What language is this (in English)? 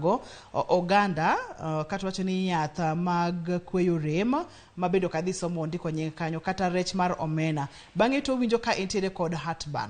Luo (Kenya and Tanzania)